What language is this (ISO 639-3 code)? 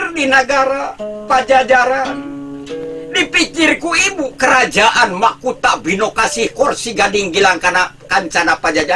sun